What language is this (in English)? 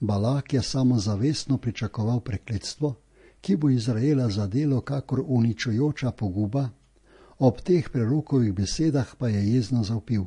Slovenian